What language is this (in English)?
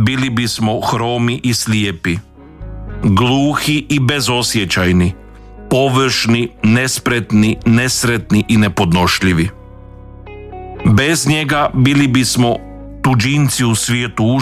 Croatian